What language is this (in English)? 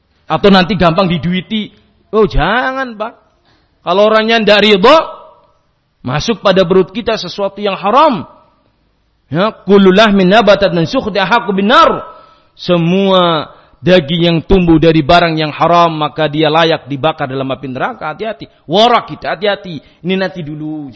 Indonesian